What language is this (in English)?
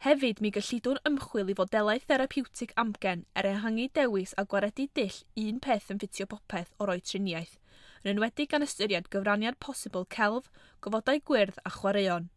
Welsh